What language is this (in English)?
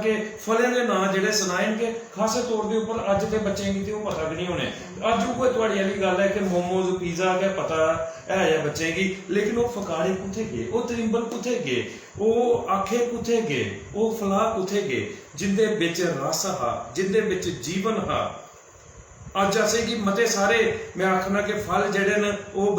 Dogri